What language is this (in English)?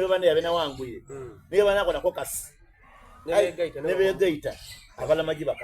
Soga